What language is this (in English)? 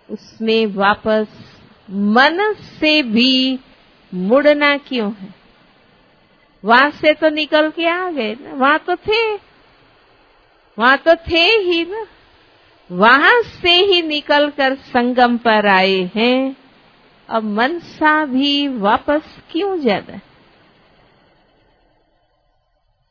Hindi